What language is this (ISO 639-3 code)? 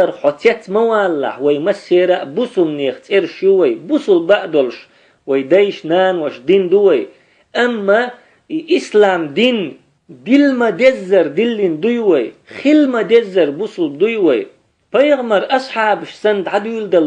che